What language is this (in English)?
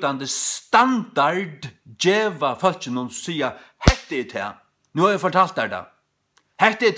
Faroese